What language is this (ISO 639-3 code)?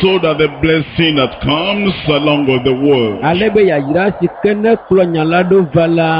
ewe